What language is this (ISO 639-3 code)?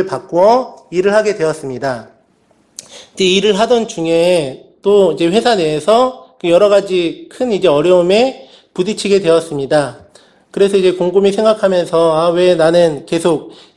kor